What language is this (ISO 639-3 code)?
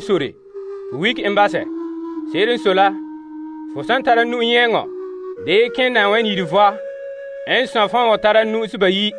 gur